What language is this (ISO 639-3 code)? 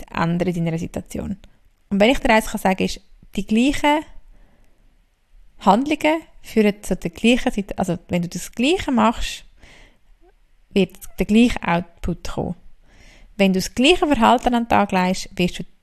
deu